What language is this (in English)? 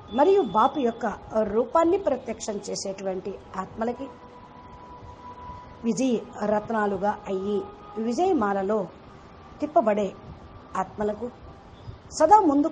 Telugu